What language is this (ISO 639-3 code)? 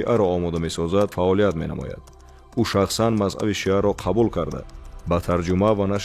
tgk